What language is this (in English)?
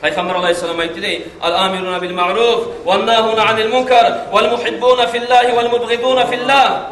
Kumyk